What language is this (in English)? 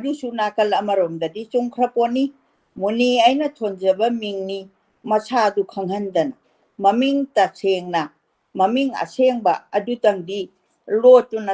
Manipuri